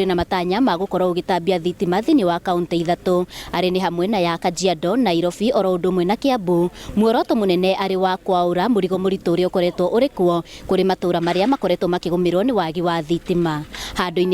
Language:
Kikuyu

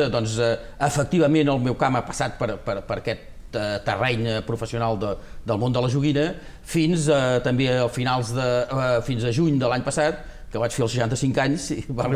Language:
Catalan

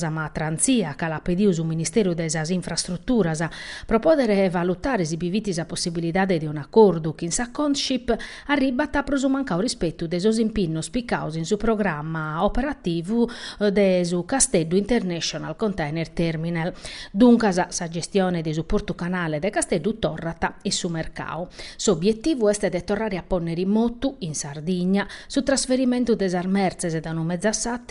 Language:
Sardinian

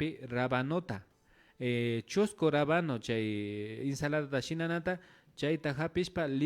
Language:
Imbabura Highland Quichua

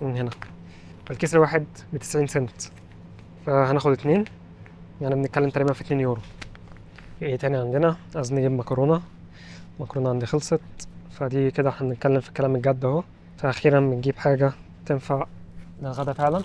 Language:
Egyptian Arabic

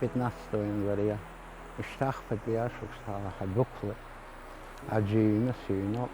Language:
Abkhazian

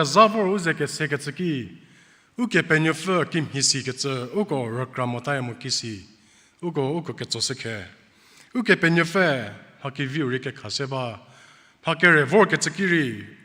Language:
Angami Naga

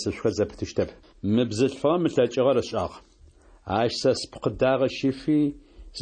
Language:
Adyghe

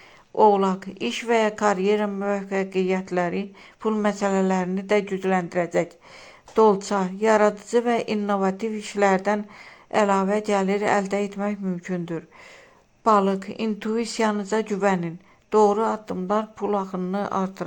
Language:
Azerbaijani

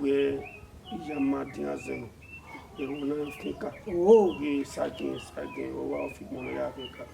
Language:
Bini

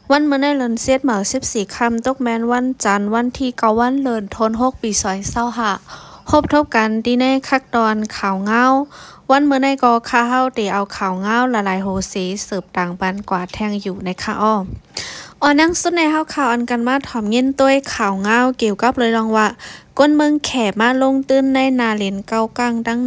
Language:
Shan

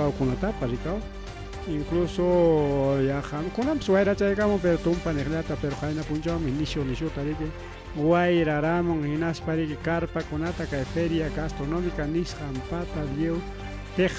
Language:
Ayacucho Quechua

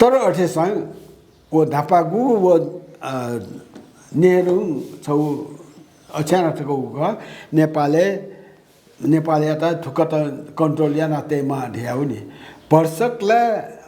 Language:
Newari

